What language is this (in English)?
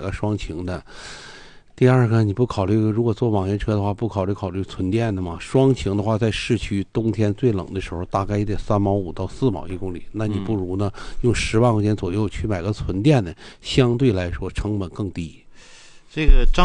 Chinese